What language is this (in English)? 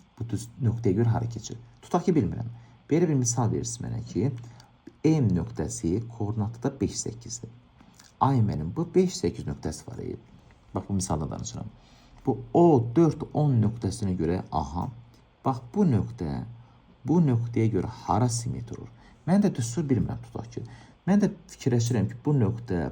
Azerbaijani